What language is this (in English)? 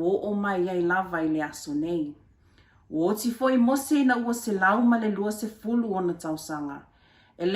Samoan